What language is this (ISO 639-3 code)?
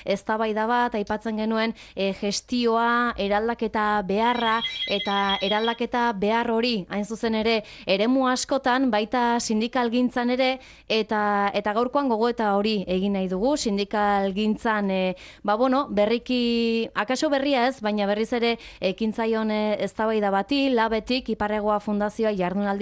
eus